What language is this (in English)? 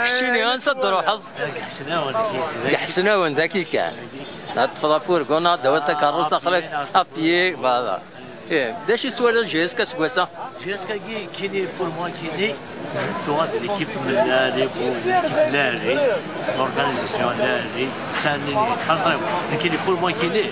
Kabyle